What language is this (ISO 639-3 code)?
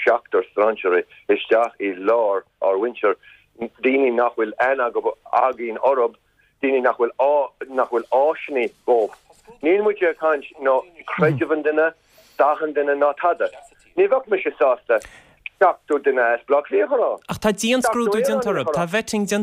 gle